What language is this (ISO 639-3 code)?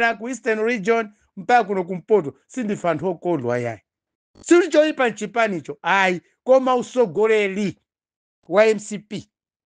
nya